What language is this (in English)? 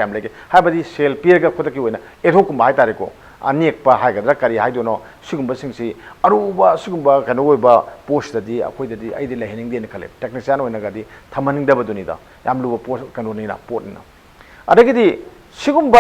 Manipuri